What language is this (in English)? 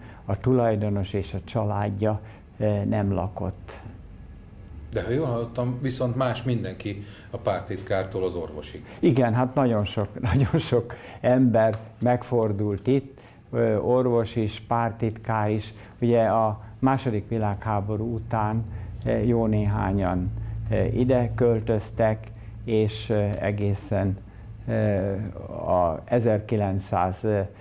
Hungarian